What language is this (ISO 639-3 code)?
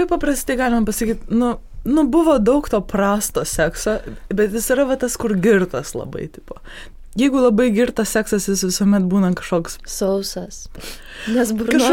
lit